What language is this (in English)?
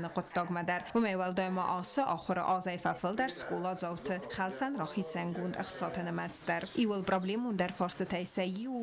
Ossetic